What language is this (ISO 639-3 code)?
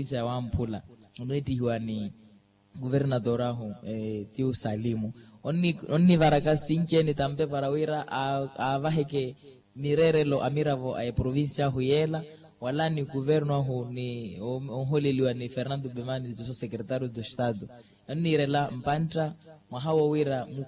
vmw